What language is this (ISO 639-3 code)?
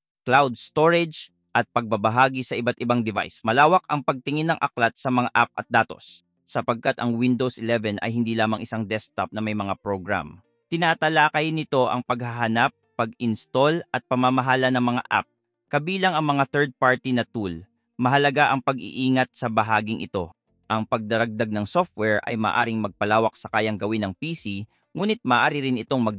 fil